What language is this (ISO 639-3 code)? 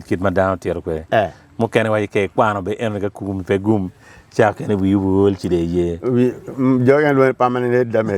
ach